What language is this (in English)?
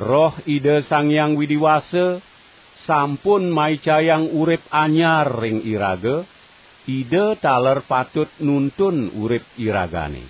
Balinese